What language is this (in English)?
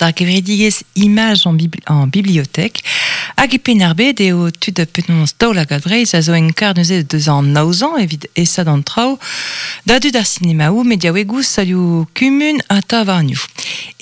Breton